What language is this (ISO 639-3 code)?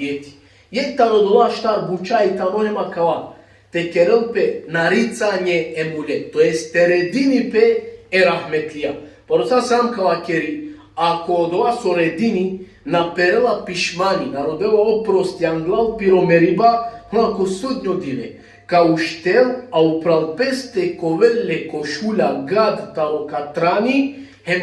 rmn